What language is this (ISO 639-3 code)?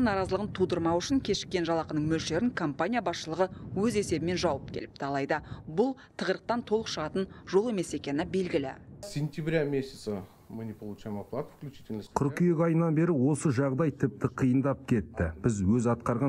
kaz